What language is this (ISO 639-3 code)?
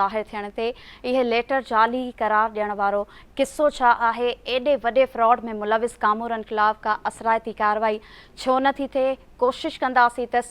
snd